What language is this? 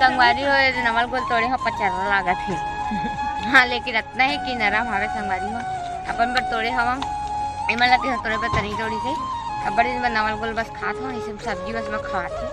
Chhattisgarhi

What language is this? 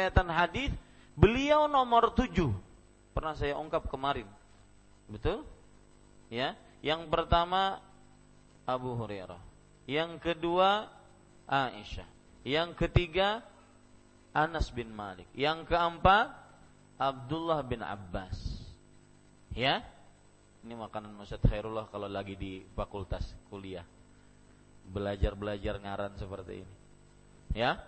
Indonesian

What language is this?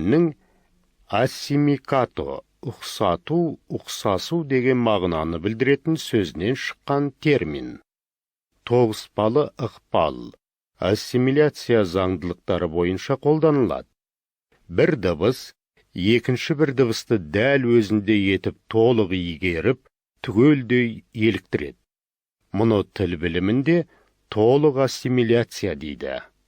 Kazakh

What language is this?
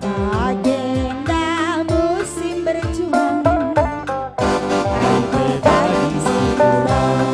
Batak Karo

